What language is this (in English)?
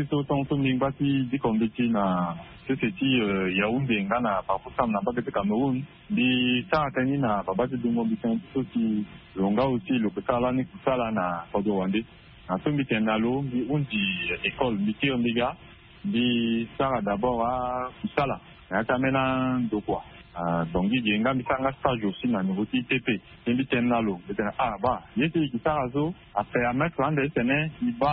Sango